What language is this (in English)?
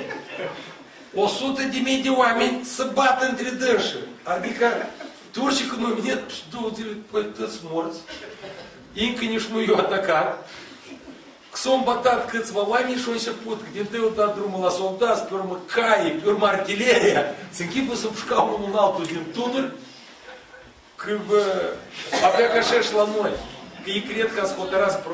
Romanian